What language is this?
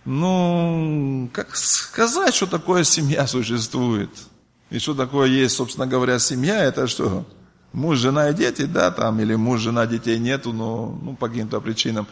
Russian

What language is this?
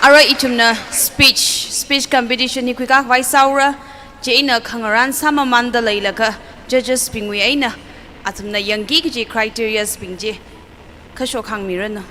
Tangkhul Naga (India)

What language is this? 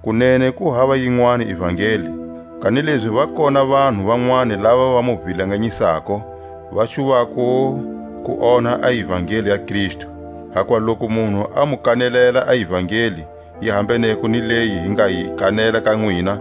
Tswa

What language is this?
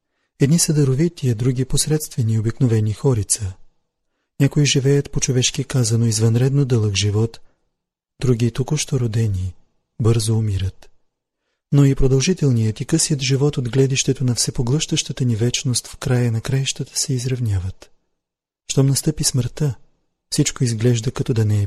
Bulgarian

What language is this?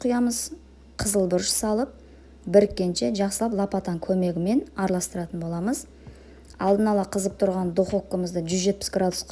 Kazakh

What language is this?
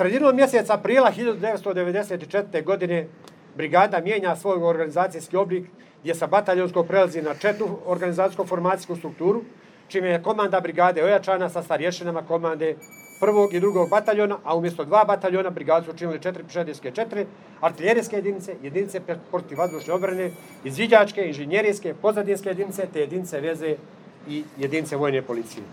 Serbian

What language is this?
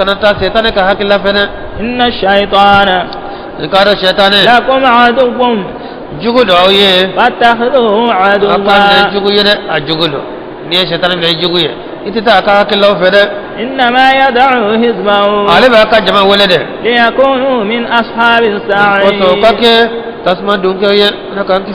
Bambara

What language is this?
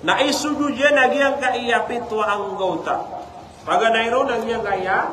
Maranao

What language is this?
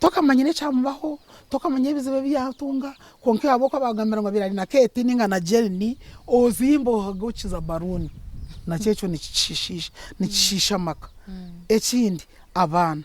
Nyankole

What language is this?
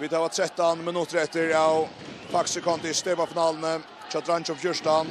Faroese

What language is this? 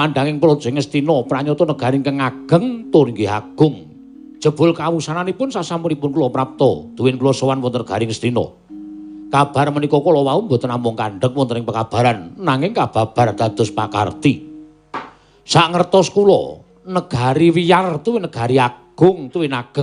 Javanese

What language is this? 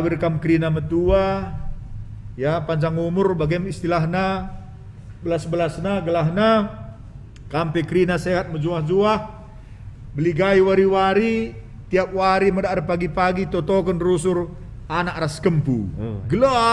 Batak Karo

